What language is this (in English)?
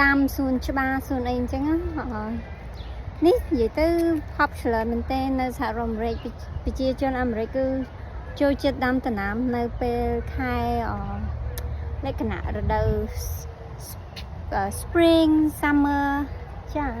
Khmer